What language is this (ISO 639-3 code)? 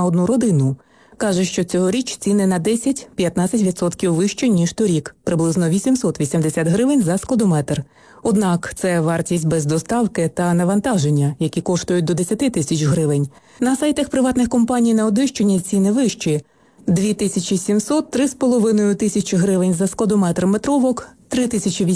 ukr